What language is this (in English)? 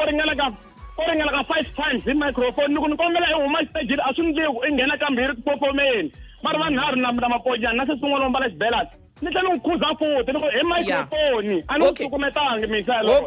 Tsonga